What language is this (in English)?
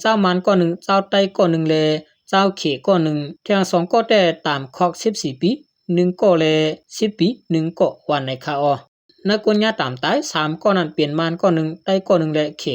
Shan